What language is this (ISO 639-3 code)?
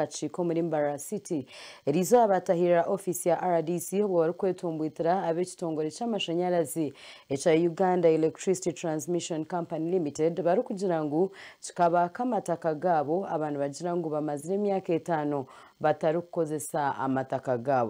nyn